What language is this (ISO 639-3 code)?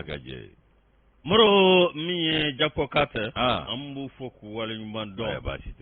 bam